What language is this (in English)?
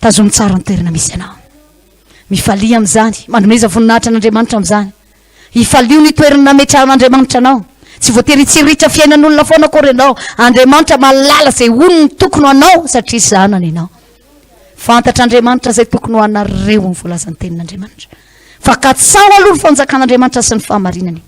Malagasy